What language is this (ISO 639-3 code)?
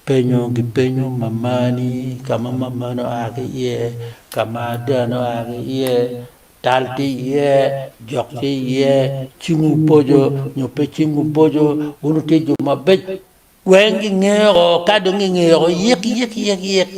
ach